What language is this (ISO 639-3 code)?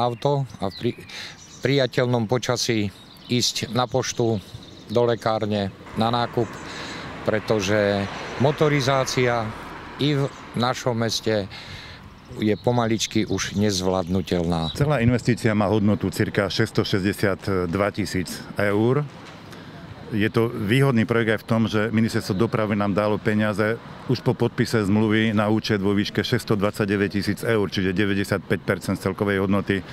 slk